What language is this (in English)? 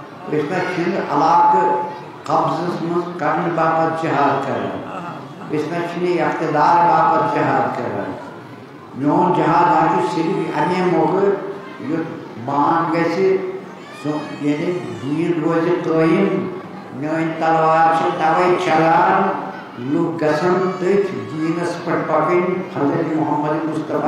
Kashmiri